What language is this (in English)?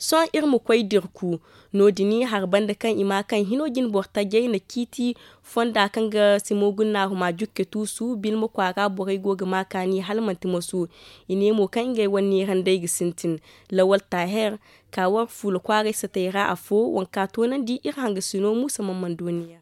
Zarma